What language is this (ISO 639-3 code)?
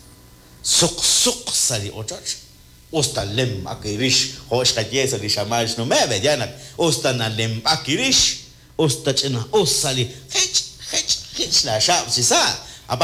kek